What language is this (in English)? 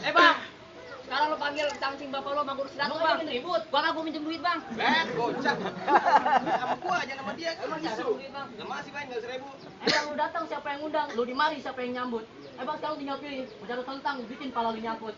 Betawi